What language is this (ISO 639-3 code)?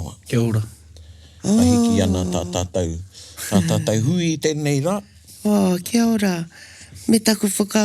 mri